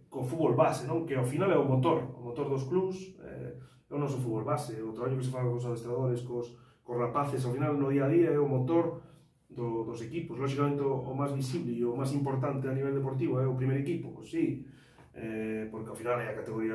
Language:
Galician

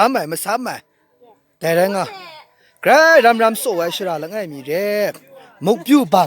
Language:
Maru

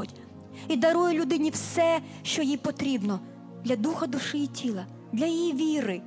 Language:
Ukrainian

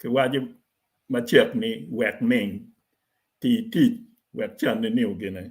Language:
Acoli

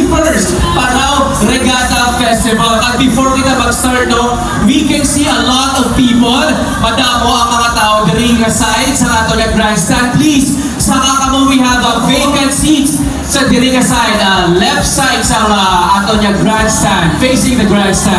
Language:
Hiligaynon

